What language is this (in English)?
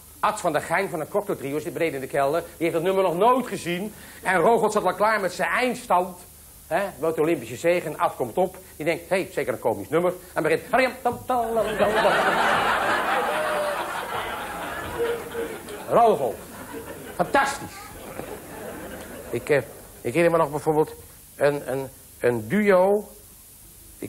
Dutch